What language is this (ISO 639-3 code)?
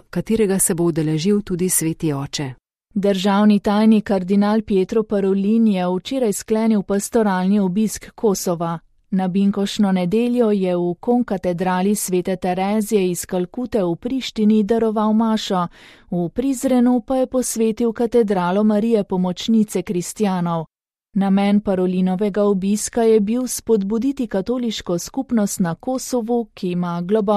slv